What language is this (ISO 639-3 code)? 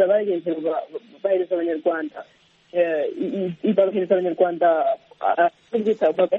kin